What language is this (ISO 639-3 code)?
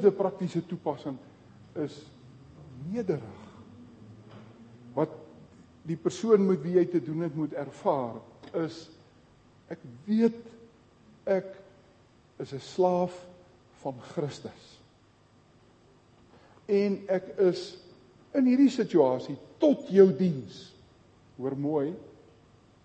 afr